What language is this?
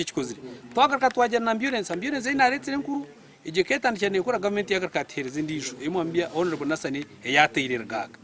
Nyankole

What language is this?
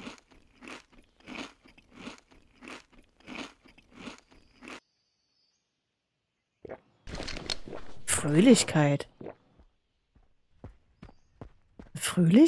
German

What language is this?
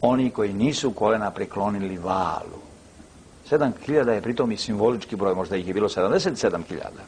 Serbian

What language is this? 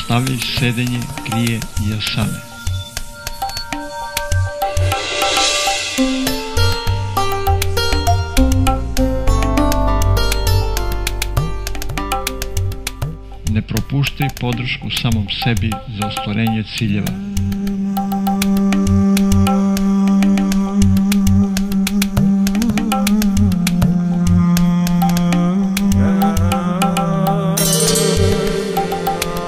Serbian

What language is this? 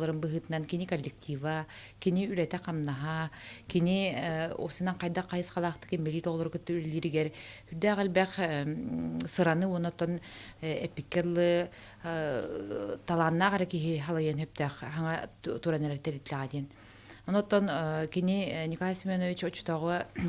Yakut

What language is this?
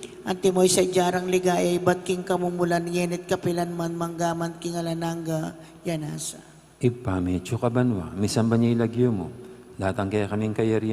Pampanga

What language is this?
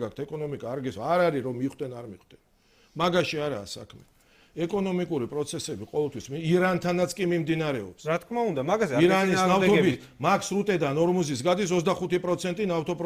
Georgian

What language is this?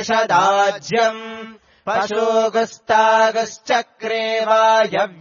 Sanskrit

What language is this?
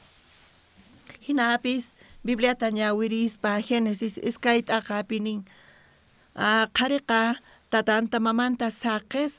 South Bolivian Quechua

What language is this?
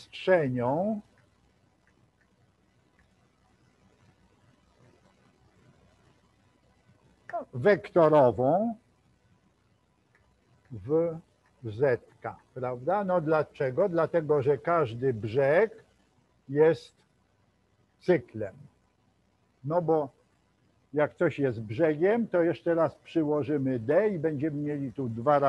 Polish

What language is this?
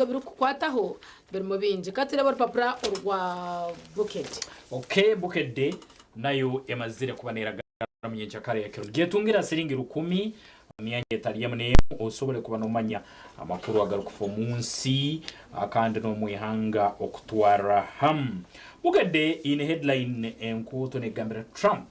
Nyankole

